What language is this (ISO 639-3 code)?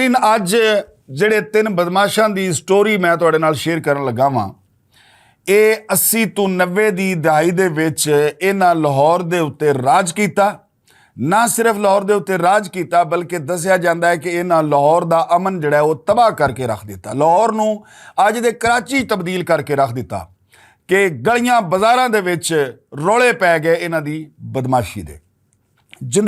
lah